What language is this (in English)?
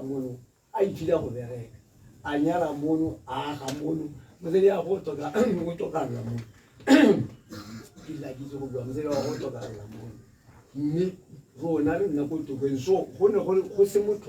Tswana